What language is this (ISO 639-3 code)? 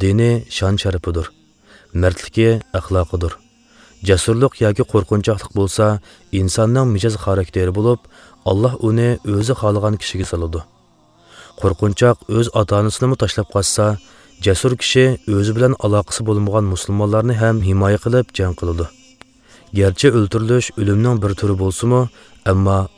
uig